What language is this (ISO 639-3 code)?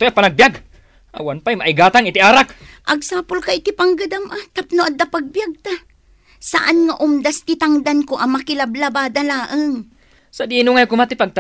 ilo